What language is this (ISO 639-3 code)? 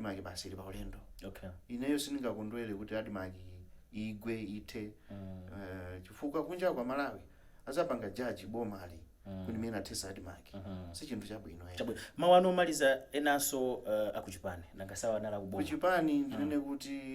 nya